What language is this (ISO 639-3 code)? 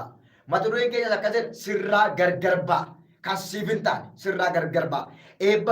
orm